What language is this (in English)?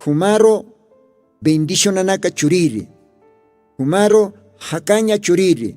Aymara